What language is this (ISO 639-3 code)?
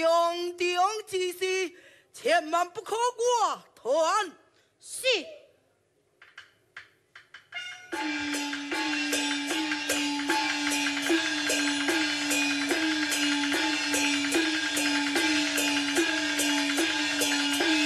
nan